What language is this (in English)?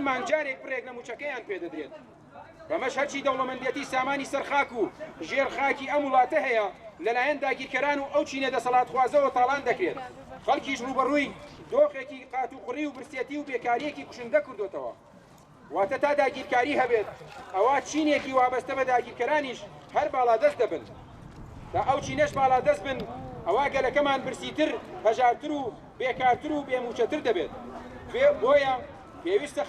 Central Kurdish